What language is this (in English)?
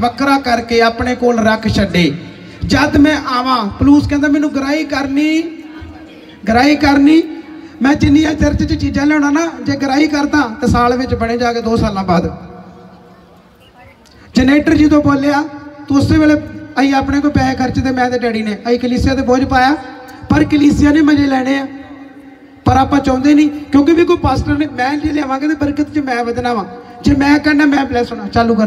Punjabi